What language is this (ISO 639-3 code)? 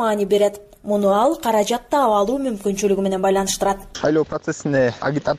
kir